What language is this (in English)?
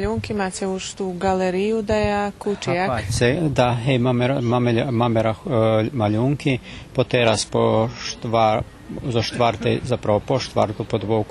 Rusyn